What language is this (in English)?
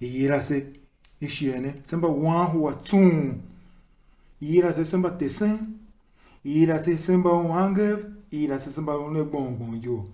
Tiv